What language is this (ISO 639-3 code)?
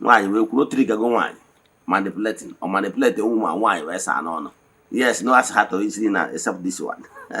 ibo